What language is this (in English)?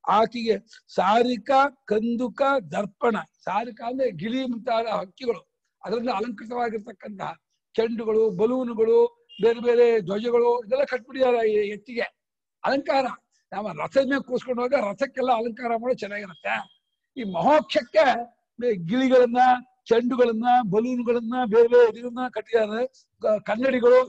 Kannada